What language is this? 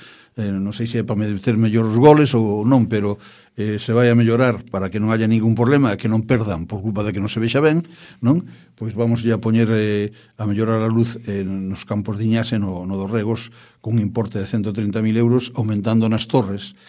Galician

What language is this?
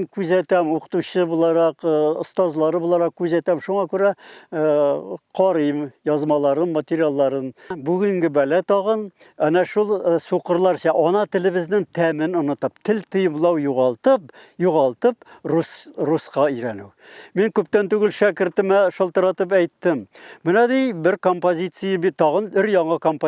Tatar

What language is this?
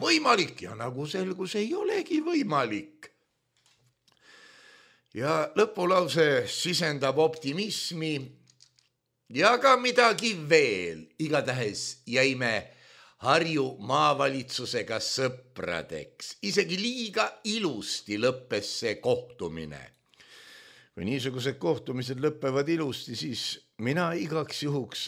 Estonian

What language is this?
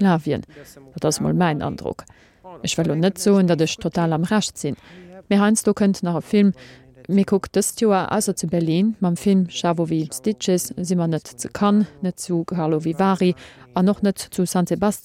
Luxembourgish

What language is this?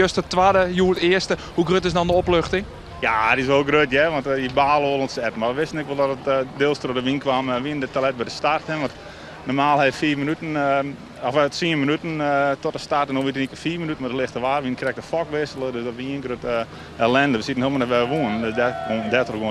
Western Frisian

